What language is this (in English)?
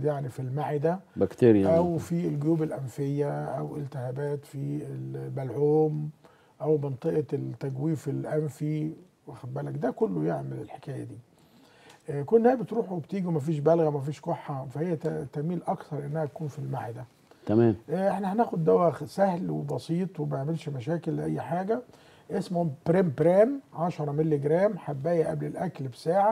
Egyptian Arabic